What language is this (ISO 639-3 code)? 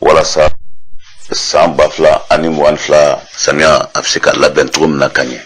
bam